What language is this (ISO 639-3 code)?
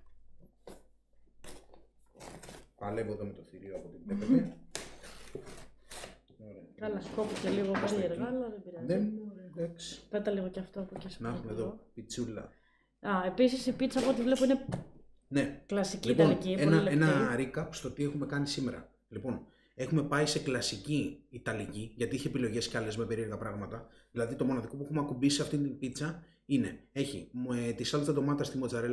ell